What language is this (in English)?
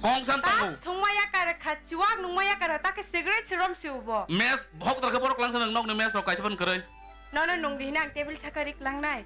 Kok Borok